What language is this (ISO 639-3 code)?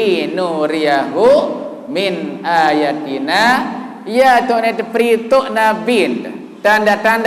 sas